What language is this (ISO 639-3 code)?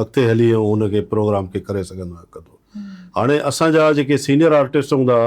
snd